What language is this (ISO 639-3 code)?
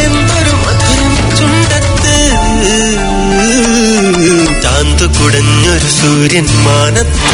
mal